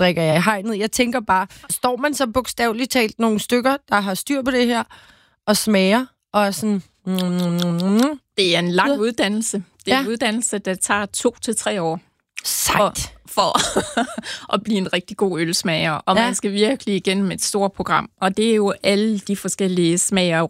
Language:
Danish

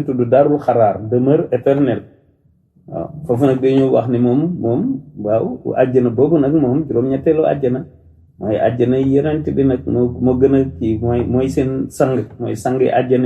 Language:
Wolof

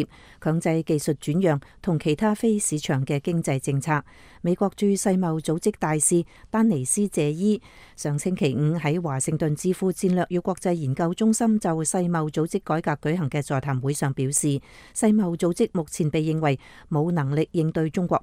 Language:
Cantonese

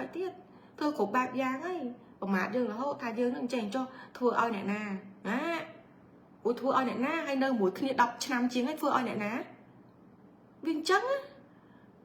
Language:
Khmer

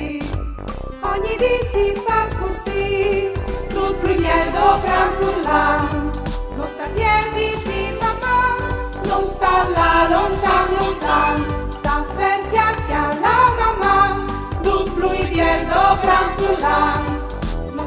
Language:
Friulian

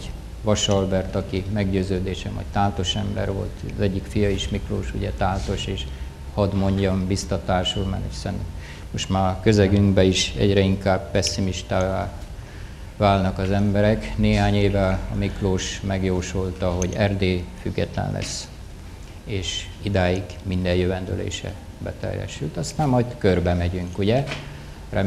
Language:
Hungarian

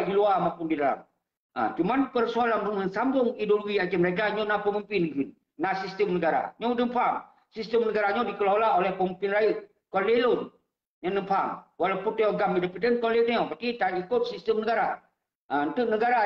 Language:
Achinese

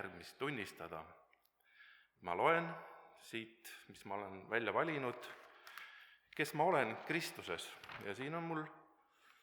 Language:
Estonian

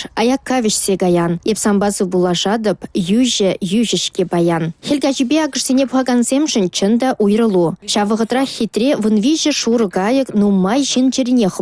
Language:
Chuvash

